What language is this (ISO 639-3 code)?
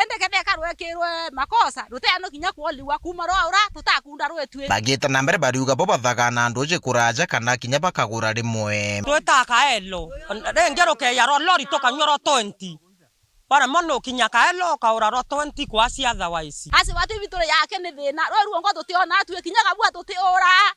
mer